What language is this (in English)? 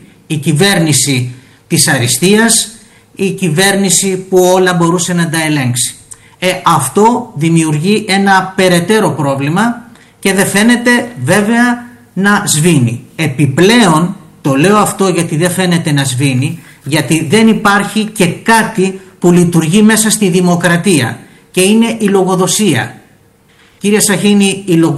Greek